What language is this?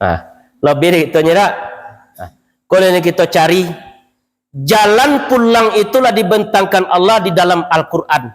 Minangkabau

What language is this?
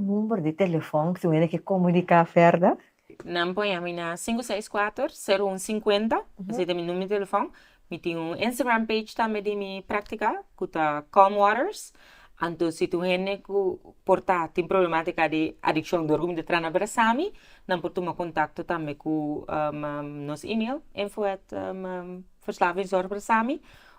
Papiamento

